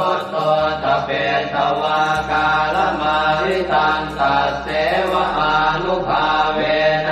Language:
Pali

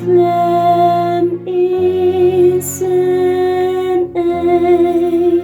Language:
Khasi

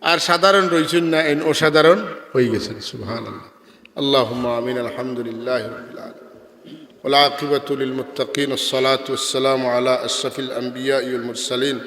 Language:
Sylheti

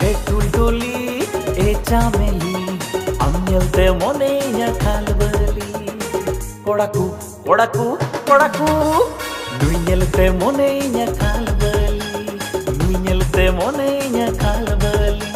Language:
Santali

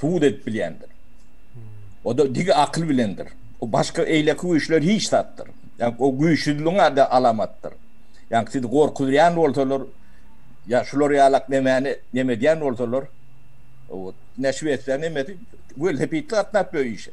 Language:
Turkmen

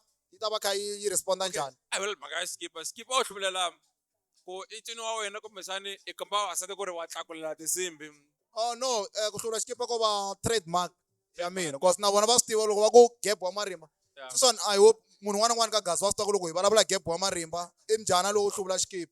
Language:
Tsonga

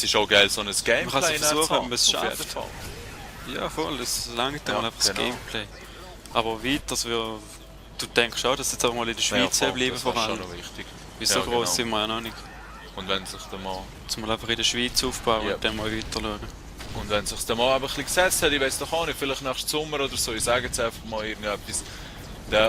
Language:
Swiss German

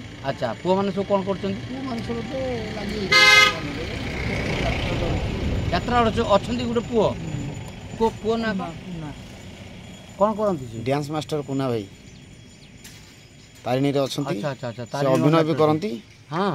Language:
Odia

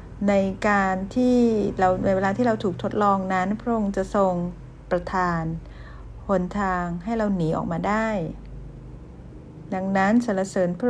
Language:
Thai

